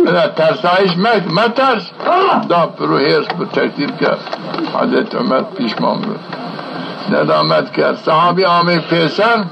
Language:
Zaza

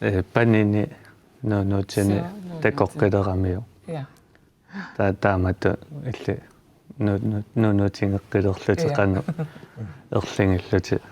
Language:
Kalaallisut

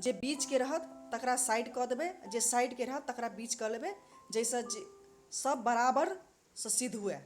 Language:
Maithili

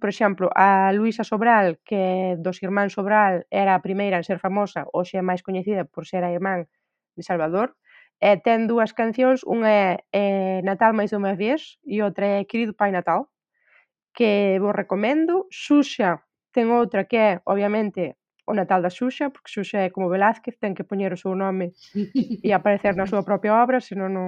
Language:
Galician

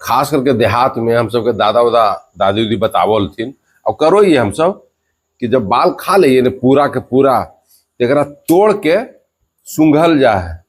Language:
Magahi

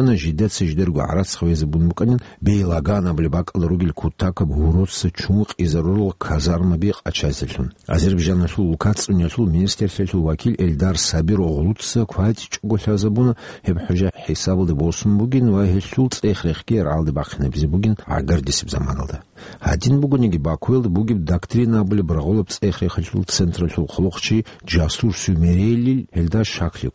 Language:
Avaric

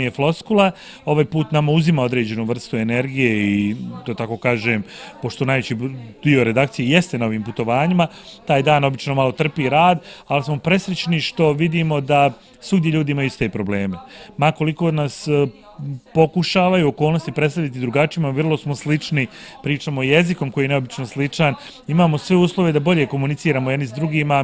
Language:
Bosnian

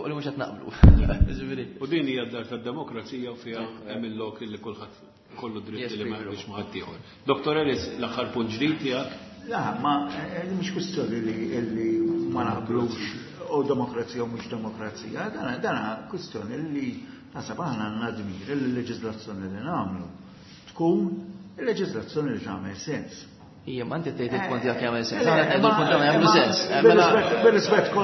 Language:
Maltese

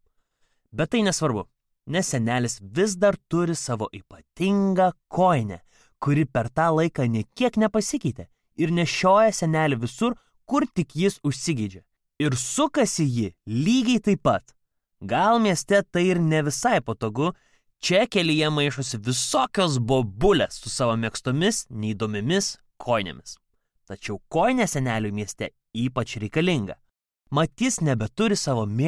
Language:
Lithuanian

